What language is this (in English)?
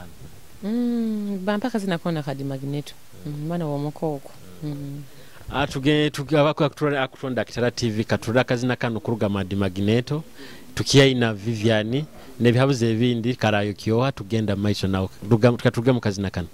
Nyoro